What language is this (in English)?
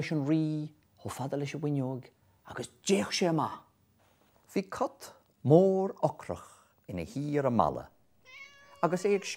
Irish